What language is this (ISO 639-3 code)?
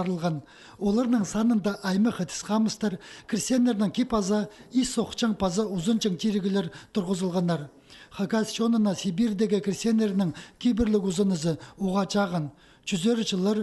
kjh